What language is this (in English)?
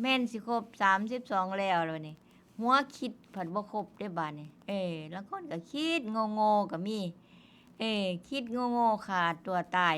Northeastern Thai